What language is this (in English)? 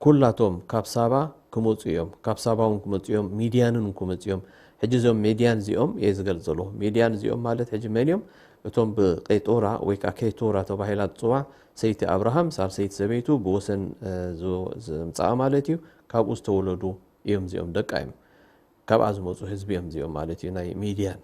Tigrinya